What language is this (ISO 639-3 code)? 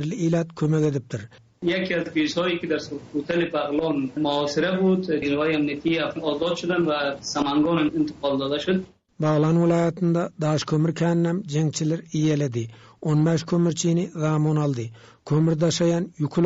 tuk